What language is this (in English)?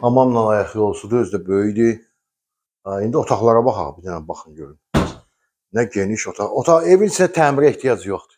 Azerbaijani